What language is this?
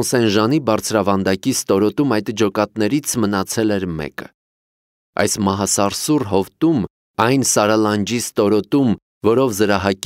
Armenian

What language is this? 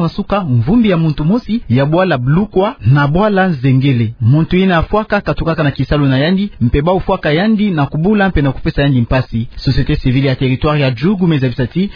Kituba (Democratic Republic of Congo)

